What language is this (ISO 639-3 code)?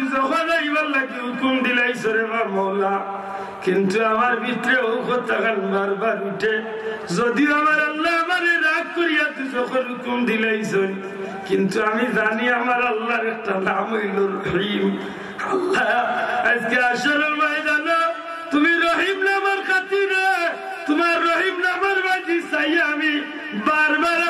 syl